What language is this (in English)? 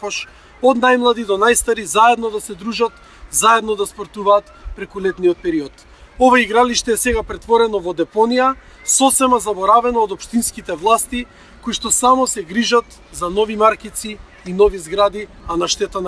Macedonian